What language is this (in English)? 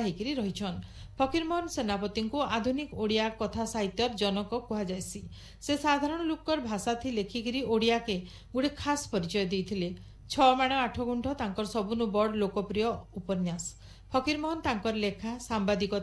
Odia